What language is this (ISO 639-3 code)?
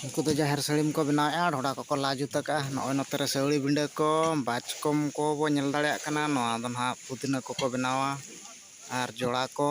sat